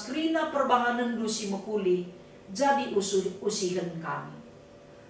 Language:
Batak Karo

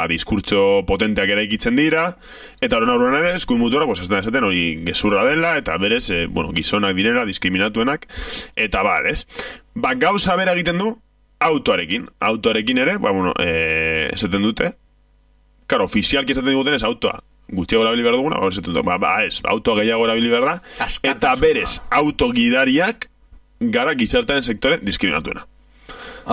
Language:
Basque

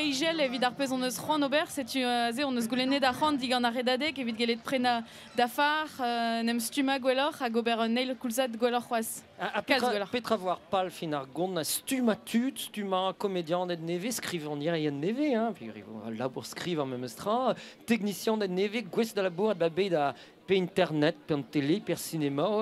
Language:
Breton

